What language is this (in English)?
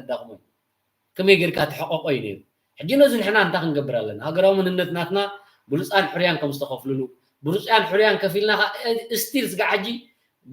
Tigrinya